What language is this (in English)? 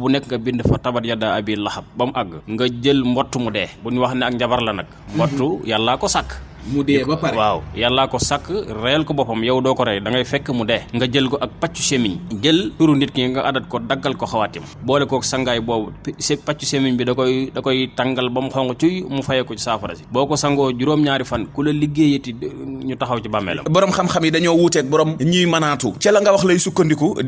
Wolof